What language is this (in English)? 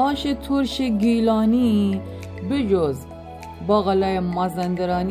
Gilaki